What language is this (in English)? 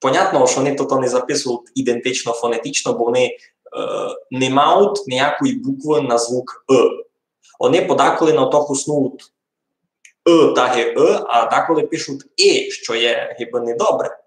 Rusyn